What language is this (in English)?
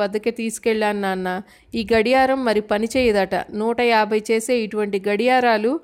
Telugu